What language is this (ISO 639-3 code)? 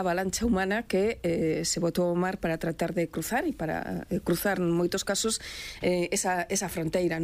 glg